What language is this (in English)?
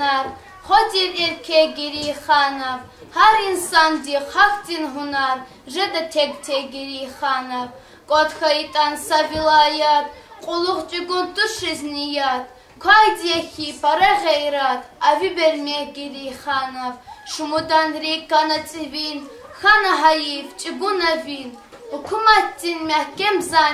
Lezghian